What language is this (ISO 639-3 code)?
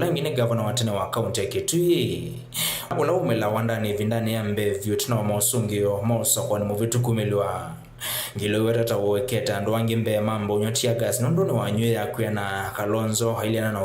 kam